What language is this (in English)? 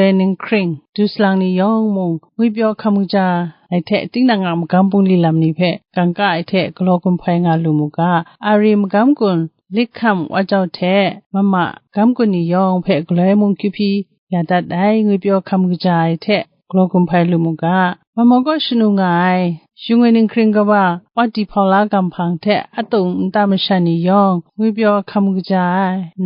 Kachin